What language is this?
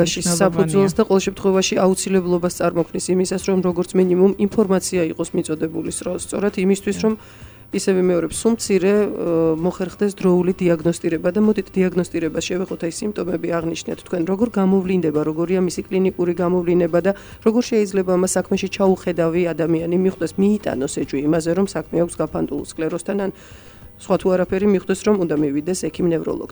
Georgian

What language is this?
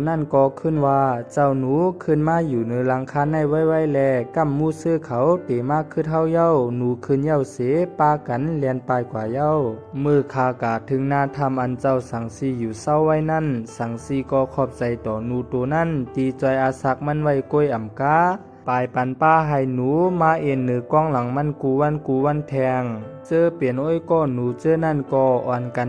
Shan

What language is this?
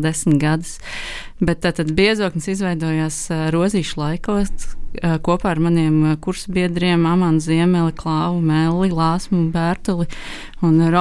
Latvian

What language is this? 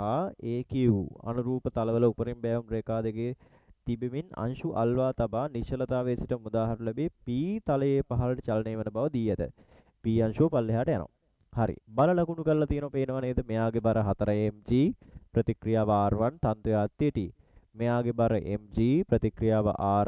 Sinhala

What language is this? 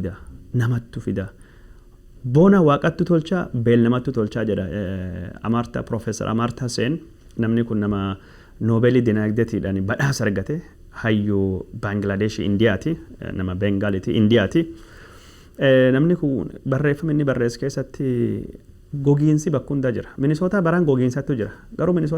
Oromo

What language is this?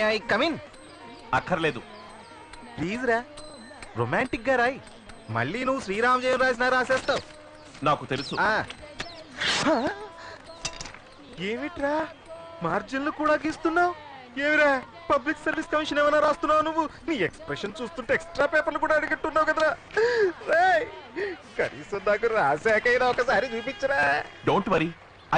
Telugu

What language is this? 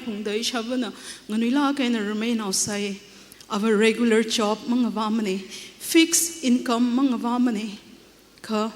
Tangkhul Naga (India)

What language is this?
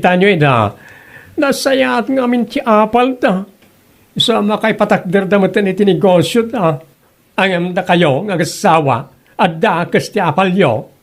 Iloko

